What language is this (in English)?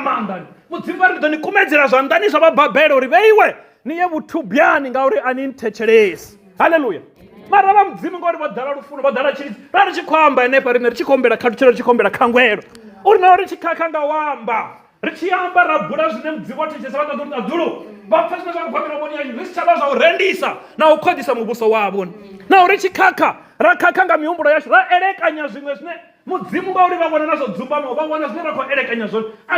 Venda